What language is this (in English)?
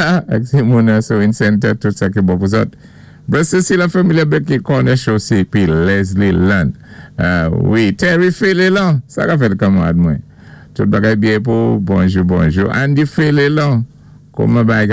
Saint Lucian Creole French